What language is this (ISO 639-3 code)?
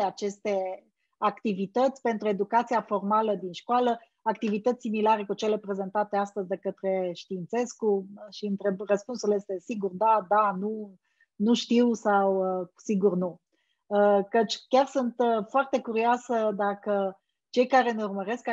ron